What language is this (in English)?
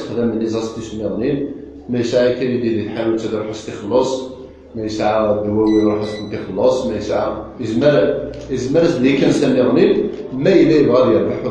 Kabyle